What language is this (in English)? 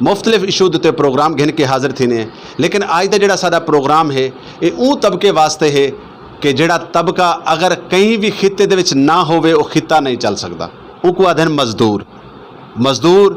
Saraiki